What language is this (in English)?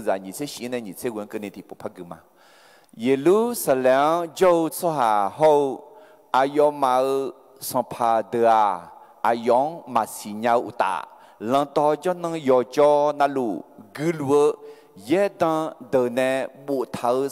Akha